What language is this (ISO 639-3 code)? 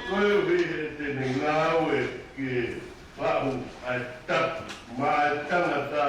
ton